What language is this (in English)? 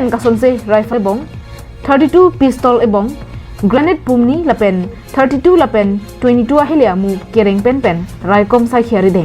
Karbi